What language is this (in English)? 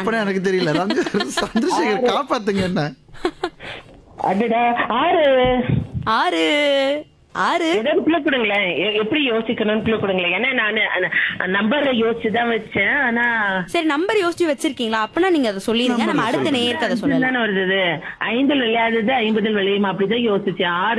Tamil